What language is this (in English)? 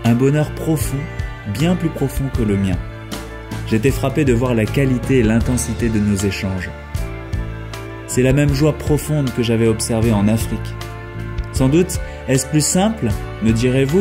French